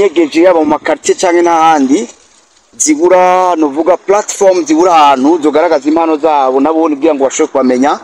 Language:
Rundi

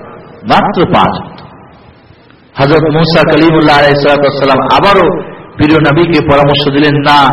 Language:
Bangla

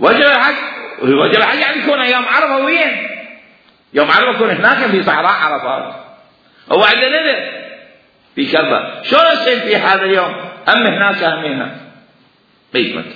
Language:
Mesopotamian Arabic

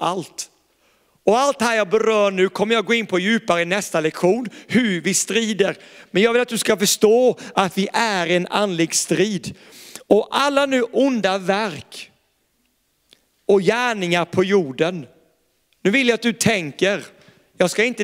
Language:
Swedish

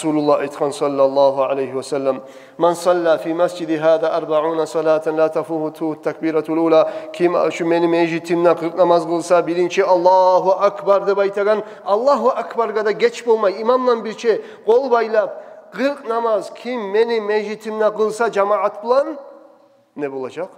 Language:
Kumyk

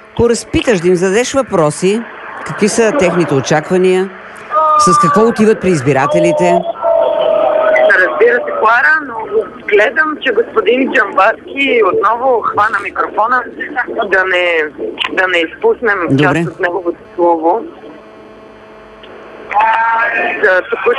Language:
Bulgarian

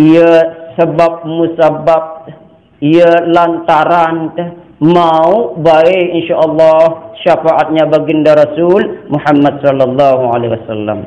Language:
Sasak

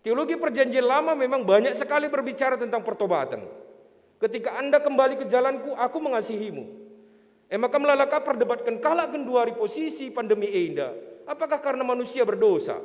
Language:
Batak Karo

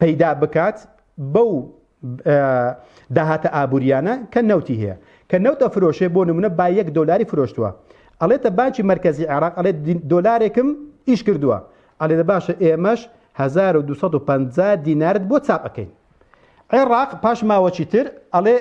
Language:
Central Kurdish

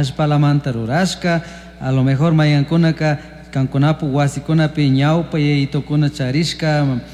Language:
Chimborazo Highland Quichua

